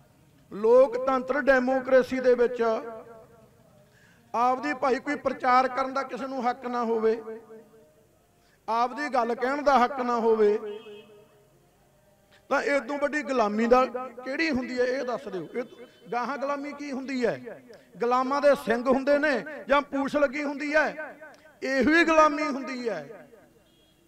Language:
Punjabi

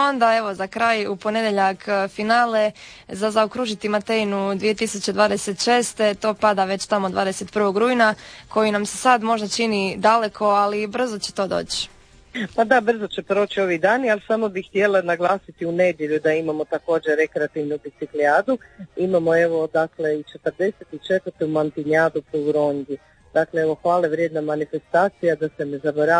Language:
Croatian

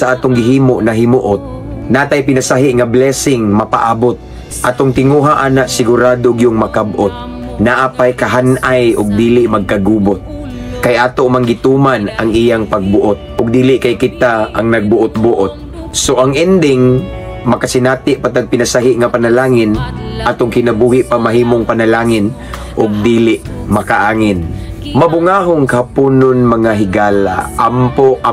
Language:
Cebuano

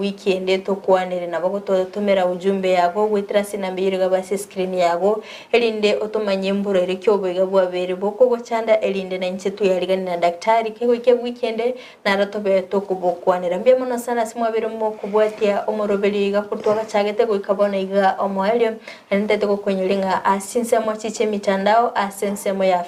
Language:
Gusii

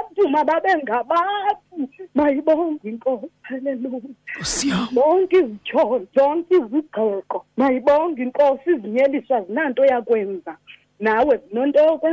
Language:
Xhosa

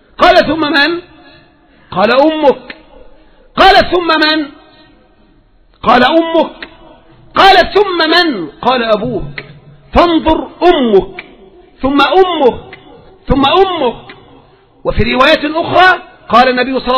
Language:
Arabic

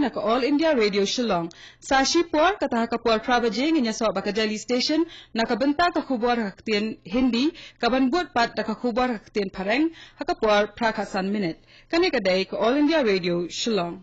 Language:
Khasi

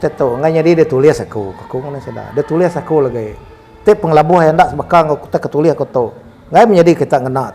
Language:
Iban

